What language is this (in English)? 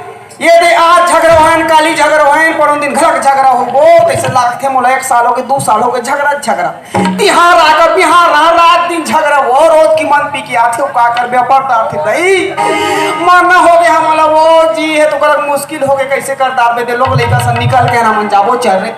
Chhattisgarhi